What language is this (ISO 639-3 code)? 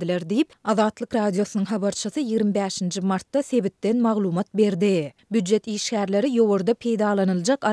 tuk